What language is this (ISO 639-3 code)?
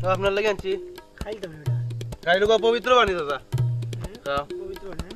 syl